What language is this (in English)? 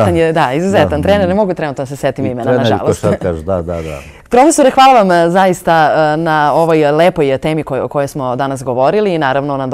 Serbian